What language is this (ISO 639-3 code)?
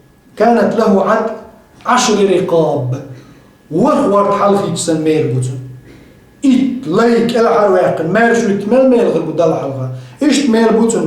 che